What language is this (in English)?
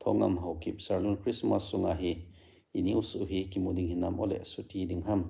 Thado Chin